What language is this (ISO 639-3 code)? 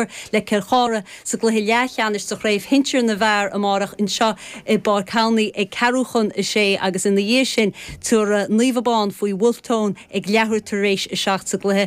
gle